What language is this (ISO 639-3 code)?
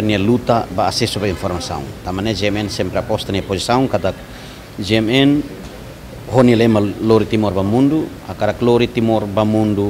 tet